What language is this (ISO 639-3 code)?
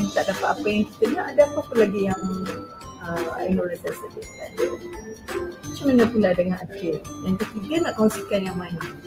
msa